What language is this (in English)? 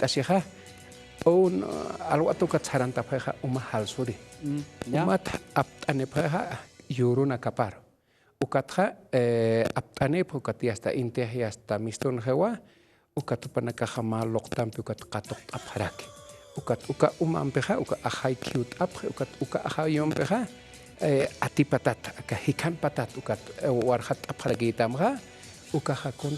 Aymara